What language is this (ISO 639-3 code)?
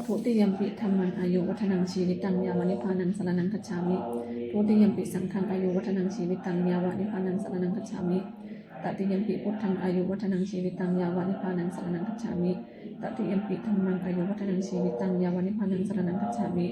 pli